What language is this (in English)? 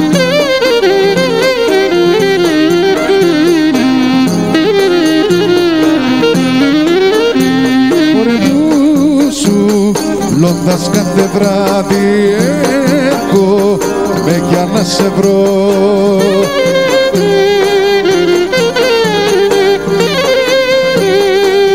Greek